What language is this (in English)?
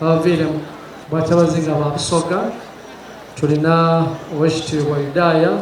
Soga